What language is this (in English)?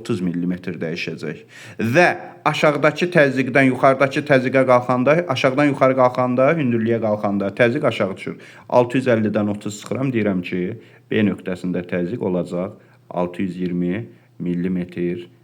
Azerbaijani